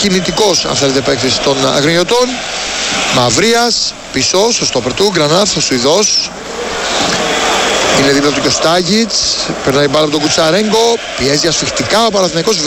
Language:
Greek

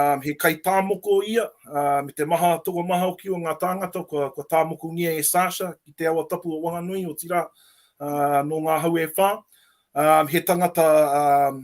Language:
Māori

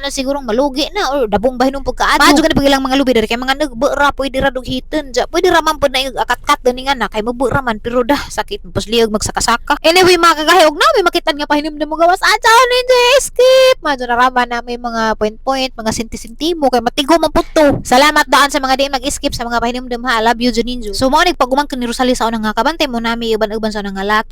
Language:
Cebuano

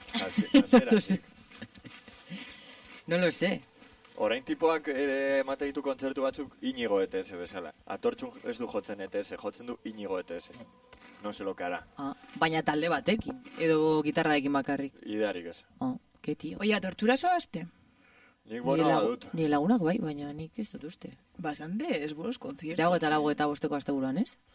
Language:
Basque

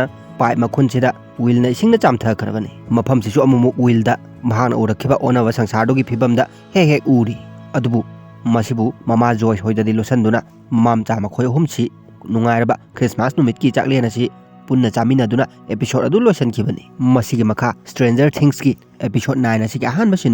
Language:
Manipuri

